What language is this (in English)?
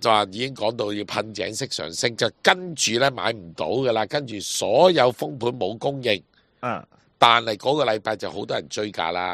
Cantonese